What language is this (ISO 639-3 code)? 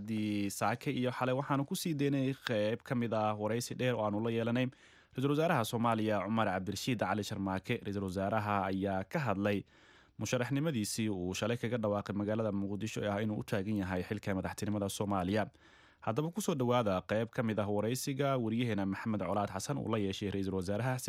som